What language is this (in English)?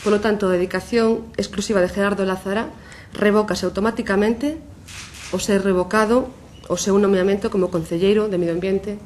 Galician